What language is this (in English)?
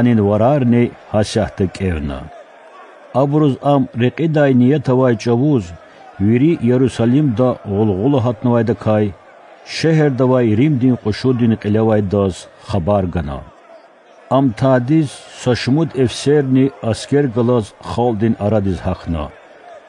Lezghian